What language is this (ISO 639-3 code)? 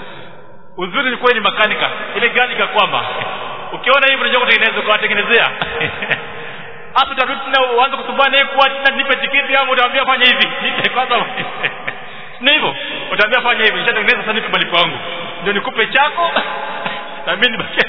swa